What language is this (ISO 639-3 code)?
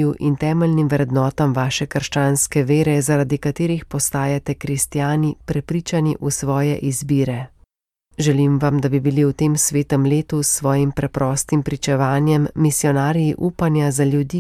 slv